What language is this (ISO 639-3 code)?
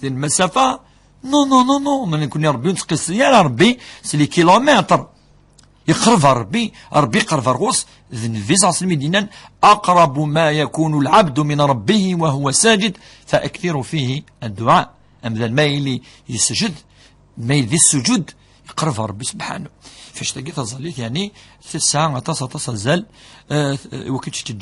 kab